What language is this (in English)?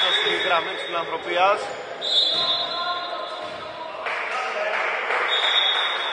Greek